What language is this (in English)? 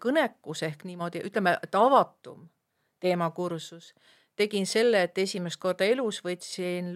Estonian